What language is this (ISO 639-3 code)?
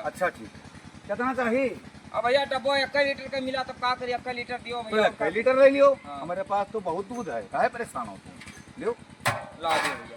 awa